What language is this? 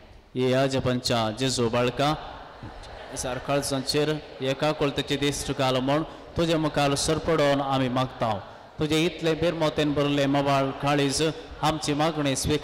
Konkani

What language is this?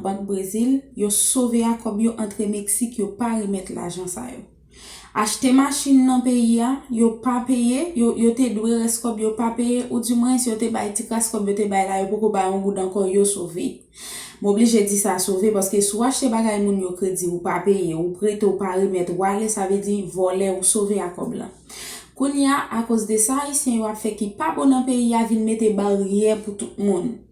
Haitian Creole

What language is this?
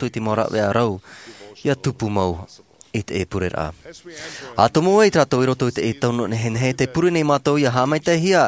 Tahitian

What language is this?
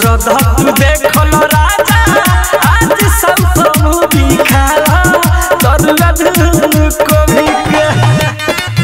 Bhojpuri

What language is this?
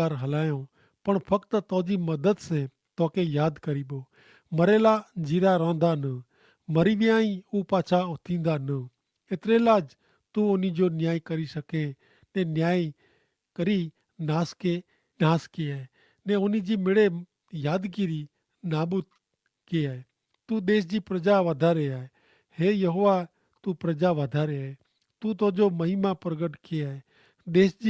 Kachhi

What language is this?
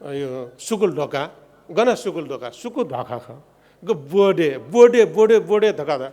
Newari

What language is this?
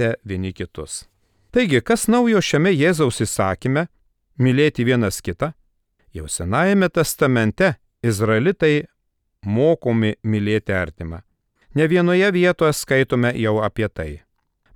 Lithuanian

